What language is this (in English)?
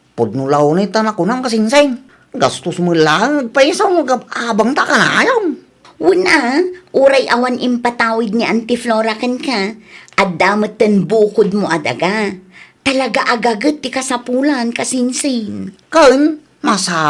Iloko